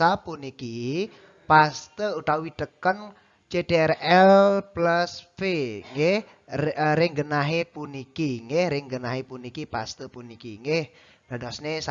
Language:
Balinese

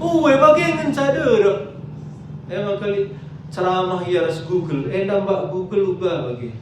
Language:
Batak Karo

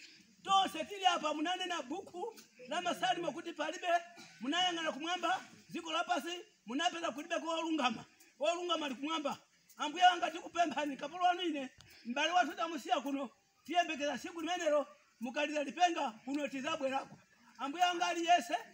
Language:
Nyanja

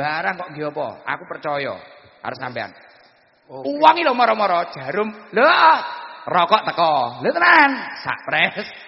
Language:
Javanese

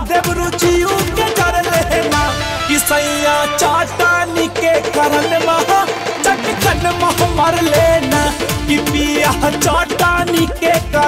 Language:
Bhojpuri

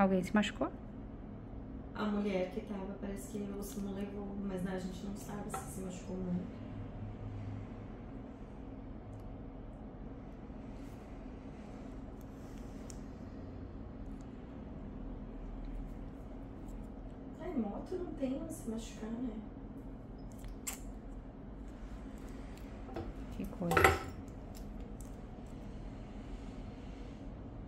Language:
Portuguese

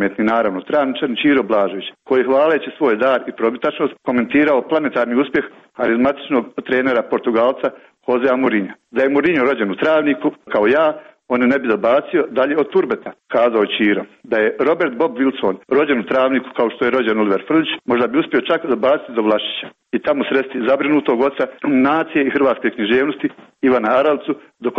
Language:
Croatian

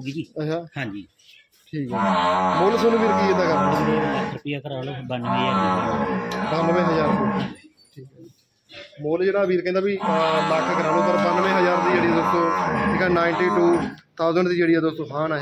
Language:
Punjabi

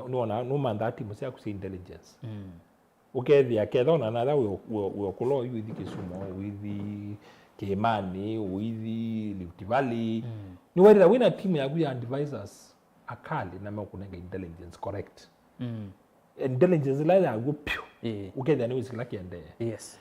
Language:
Kamba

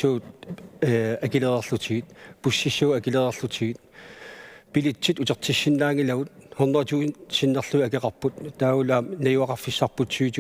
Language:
Kalaallisut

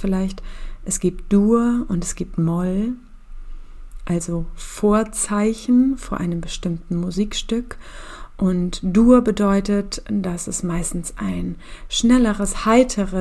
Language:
German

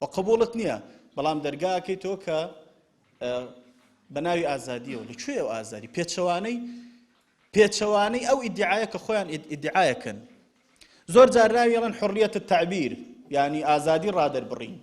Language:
Central Kurdish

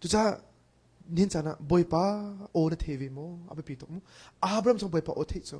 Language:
Hakha Chin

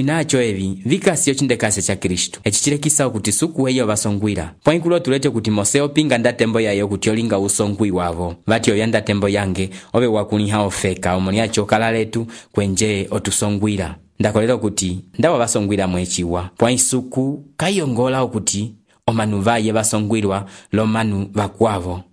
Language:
Umbundu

